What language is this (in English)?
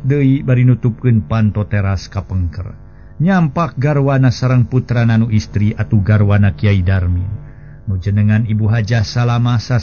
Sundanese